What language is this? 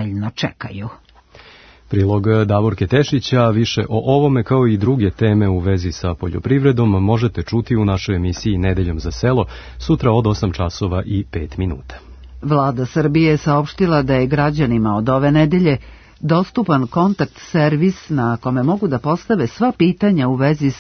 Serbian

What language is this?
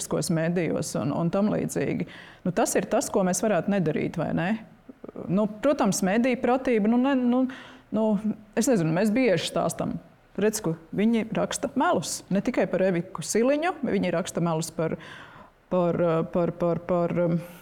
Latvian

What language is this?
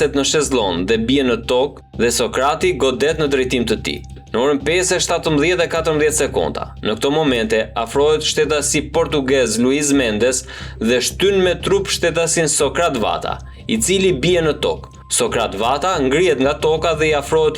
Albanian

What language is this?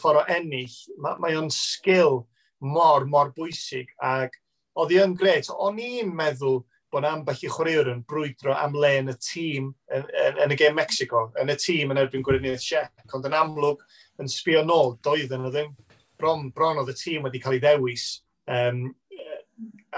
Welsh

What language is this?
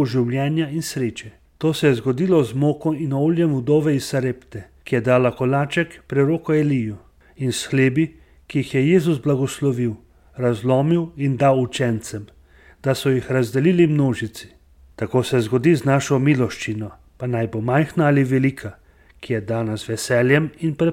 Slovenian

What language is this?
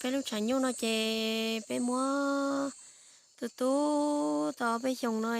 Hmong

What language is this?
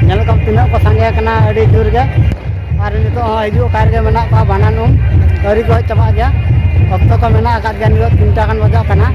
Santali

